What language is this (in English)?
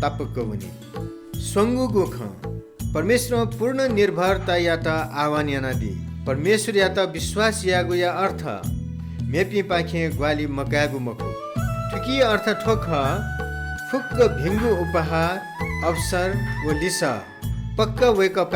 Newari